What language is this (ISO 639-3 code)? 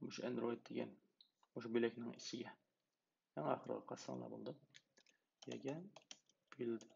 uig